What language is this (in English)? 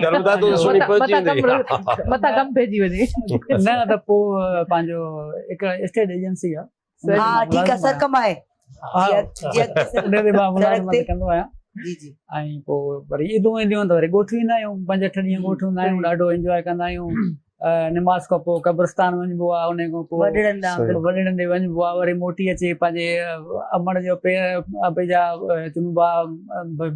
Sindhi